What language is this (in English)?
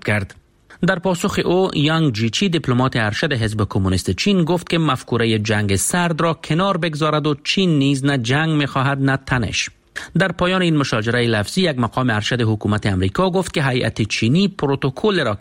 Persian